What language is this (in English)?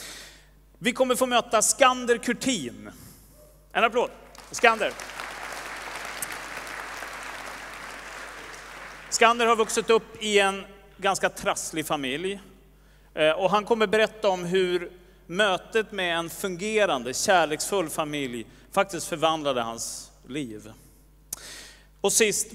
Swedish